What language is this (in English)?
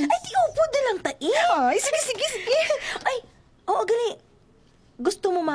Hiligaynon